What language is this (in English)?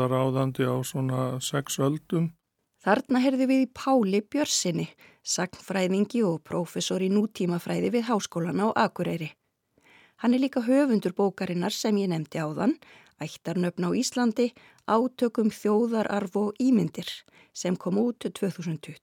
Icelandic